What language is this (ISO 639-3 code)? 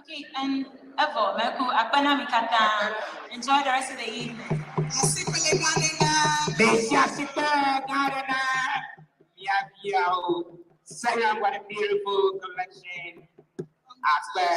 ewe